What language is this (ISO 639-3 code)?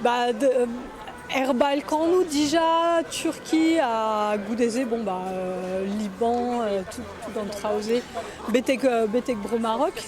bre